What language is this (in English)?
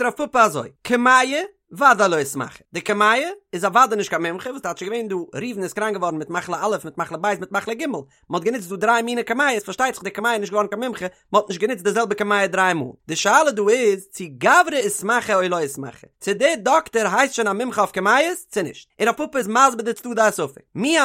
Yiddish